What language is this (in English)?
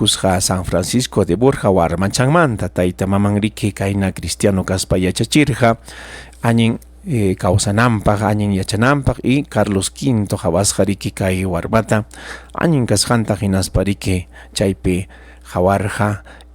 Ayacucho Quechua